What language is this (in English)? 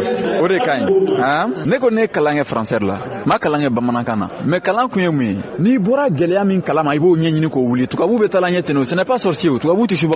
Bambara